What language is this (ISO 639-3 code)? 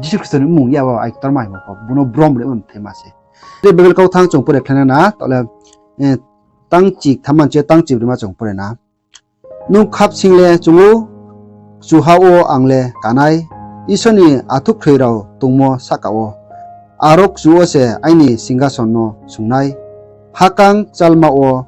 ria